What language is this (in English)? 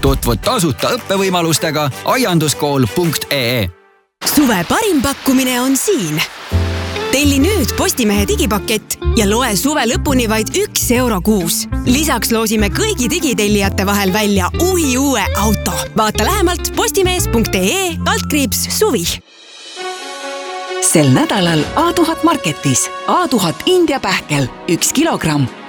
Estonian